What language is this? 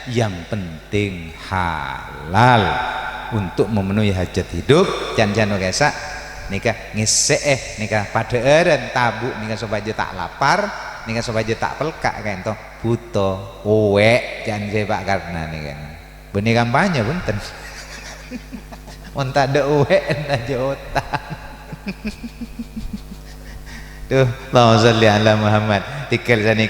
Madurese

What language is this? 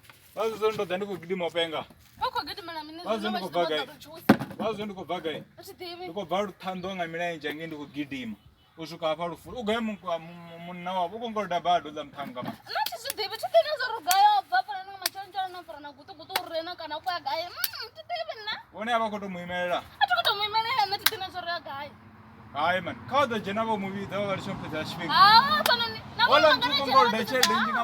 Venda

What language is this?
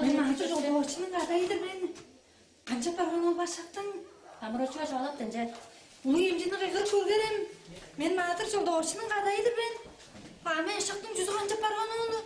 Tuvinian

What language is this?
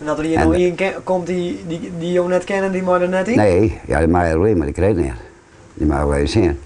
Western Frisian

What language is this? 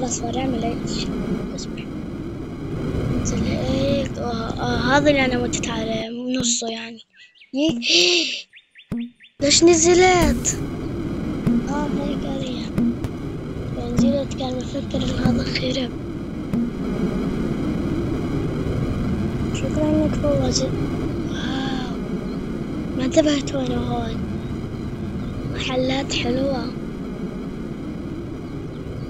South Levantine Arabic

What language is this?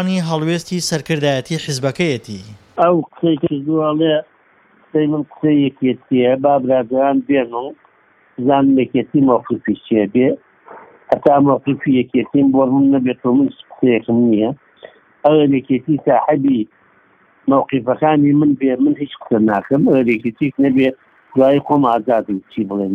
Central Kurdish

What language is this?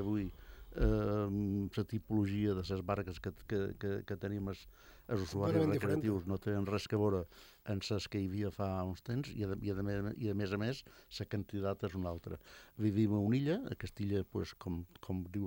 Catalan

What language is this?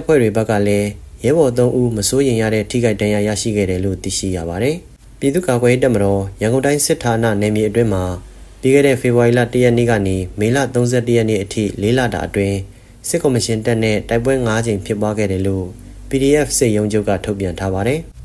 Burmese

